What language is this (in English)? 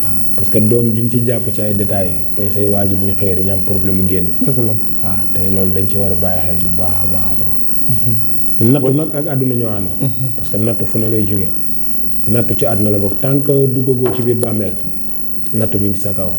Wolof